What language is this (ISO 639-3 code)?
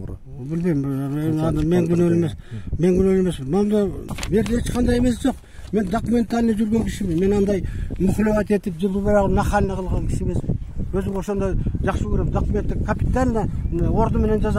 kir